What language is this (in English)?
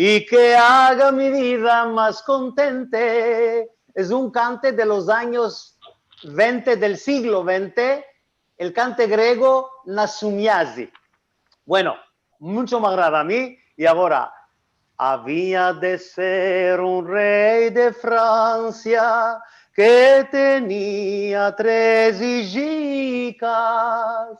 Ladino